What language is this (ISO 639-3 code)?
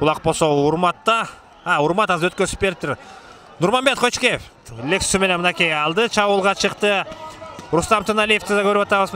kir